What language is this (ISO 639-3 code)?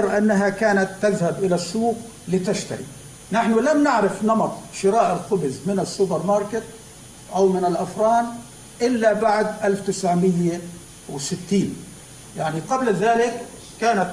apc